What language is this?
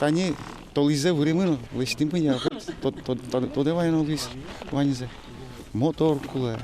Udmurt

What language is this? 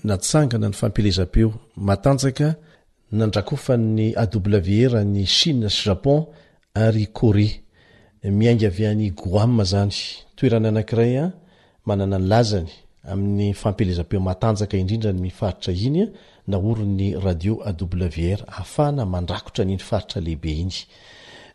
Malagasy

